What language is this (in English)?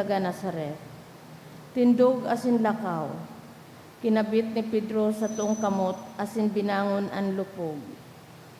Bikol